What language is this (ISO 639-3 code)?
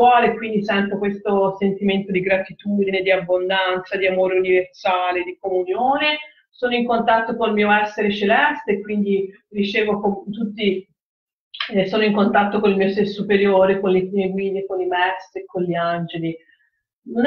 ita